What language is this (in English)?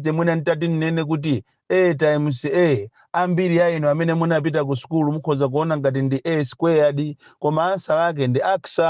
Nyanja